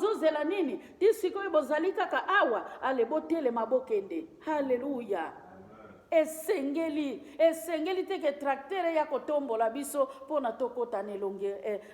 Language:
Lingala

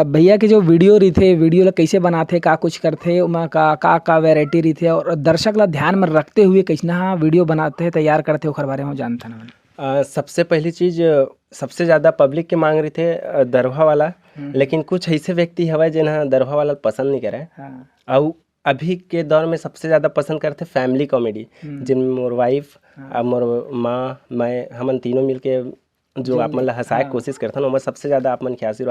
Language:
Chhattisgarhi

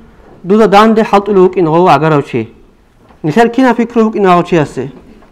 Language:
Avaric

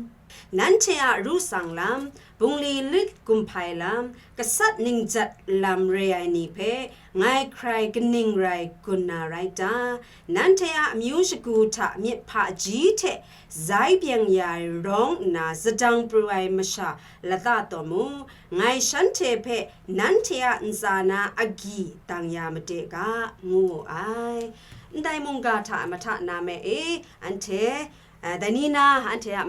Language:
Kachin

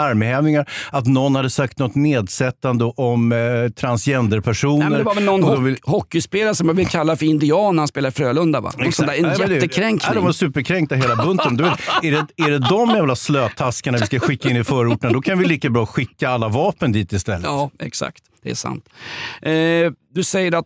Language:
Swedish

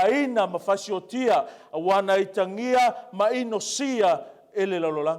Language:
Samoan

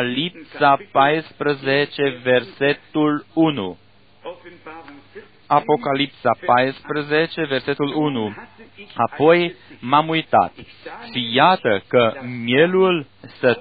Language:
Romanian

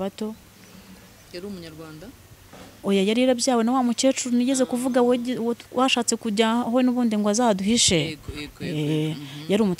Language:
Kinyarwanda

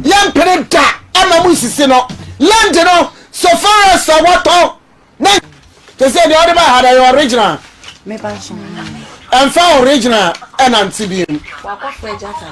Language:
Akan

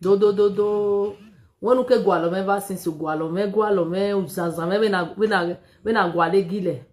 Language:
Nigerian Pidgin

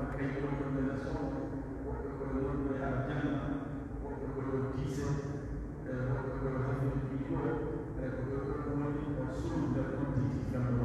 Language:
Pular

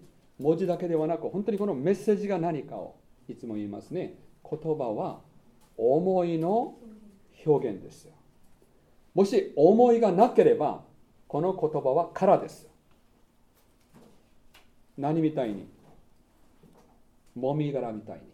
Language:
Japanese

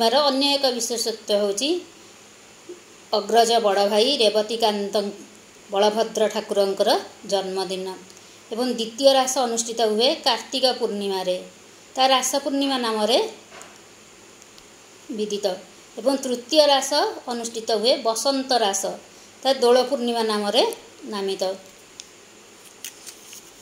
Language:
Odia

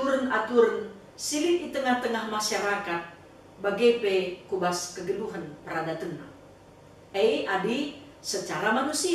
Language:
Batak Karo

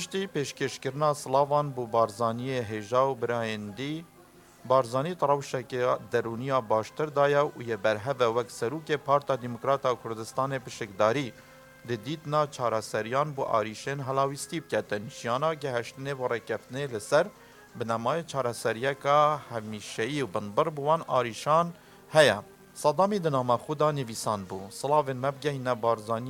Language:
Kurdish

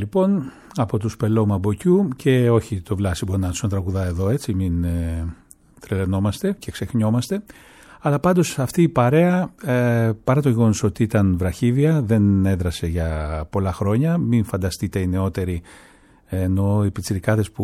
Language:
Greek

